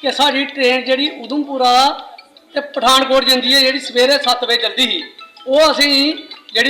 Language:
Dogri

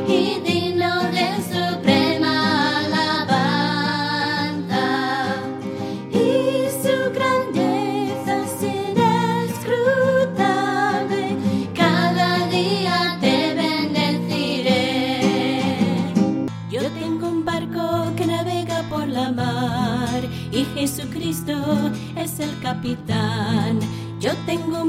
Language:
Spanish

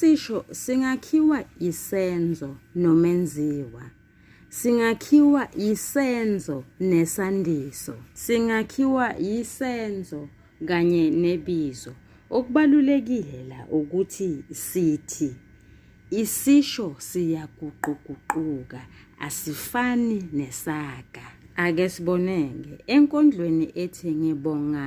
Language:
Zulu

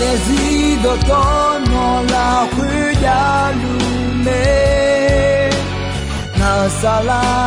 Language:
Akha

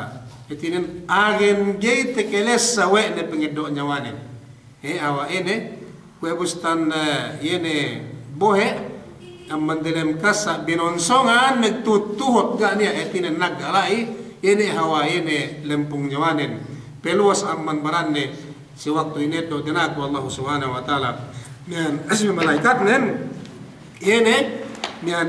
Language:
Yakan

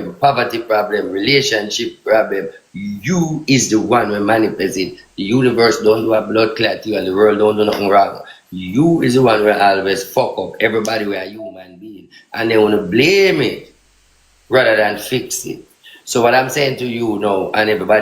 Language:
Jamaican Creole English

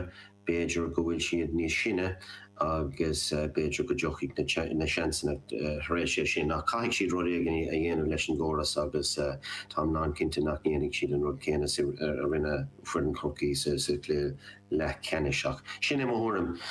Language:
Irish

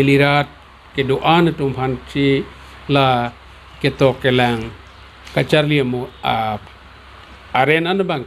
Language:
Karbi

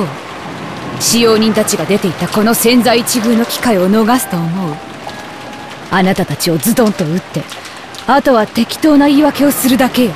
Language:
Japanese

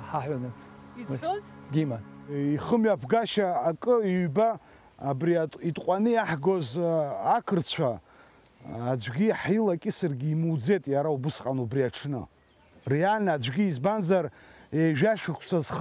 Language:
Abkhazian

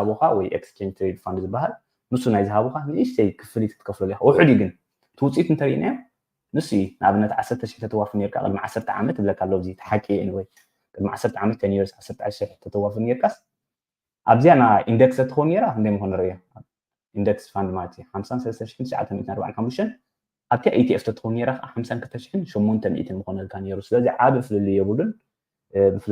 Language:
Tigrinya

